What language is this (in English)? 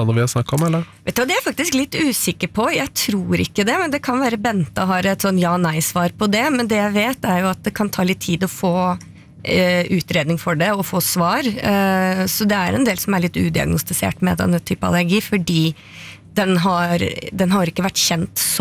Norwegian